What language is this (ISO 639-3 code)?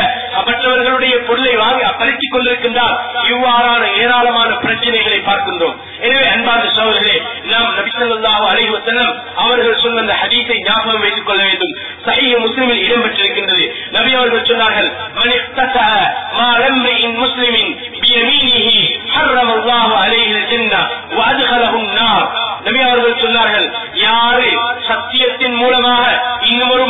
tam